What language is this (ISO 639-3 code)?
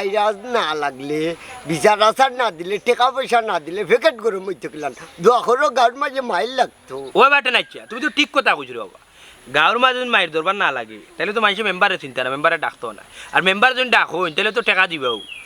syl